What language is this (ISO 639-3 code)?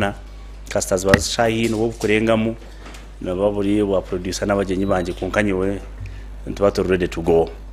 nyn